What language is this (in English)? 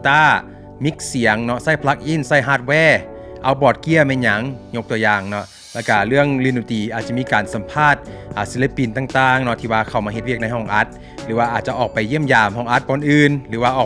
Lao